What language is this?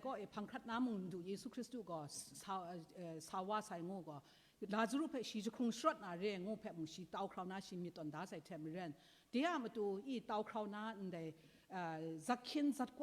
Kachin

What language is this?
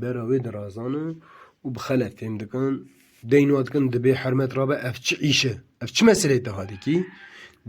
Kurdish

